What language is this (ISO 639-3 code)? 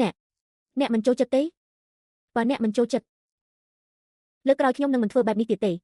khm